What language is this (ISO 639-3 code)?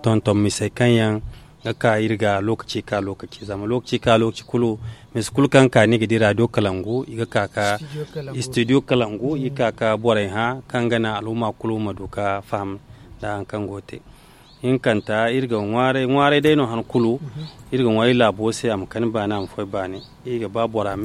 dje